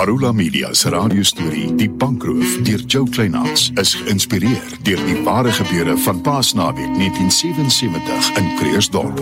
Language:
Afrikaans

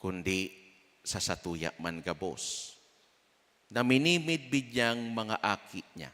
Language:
Bikol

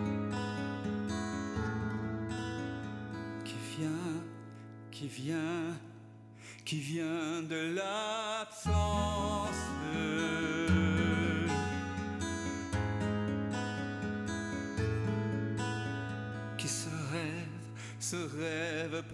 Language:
French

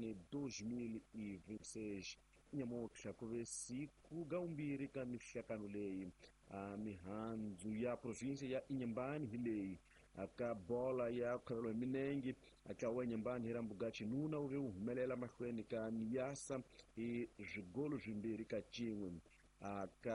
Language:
Tsonga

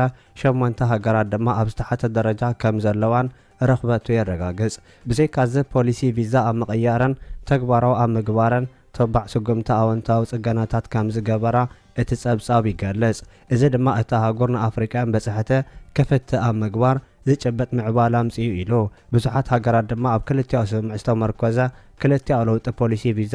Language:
Tigrinya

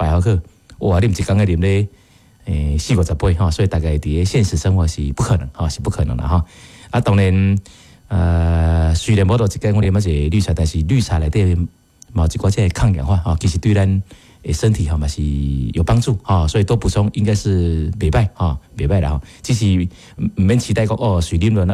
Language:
Min Nan Chinese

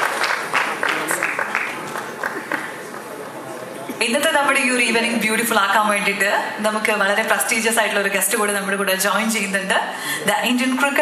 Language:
Malayalam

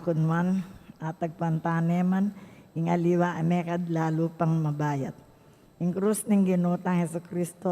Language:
Pampanga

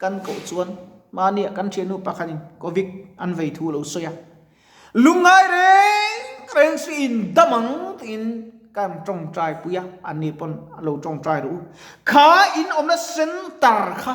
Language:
Mizo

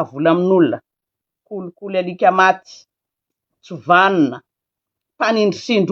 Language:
Malagasy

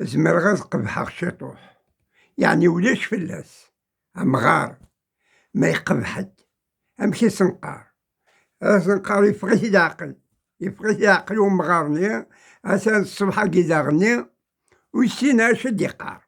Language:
Kabyle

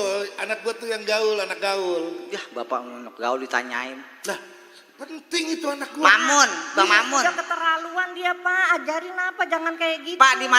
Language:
Betawi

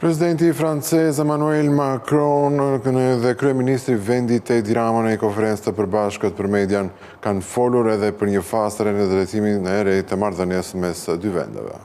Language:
Albanian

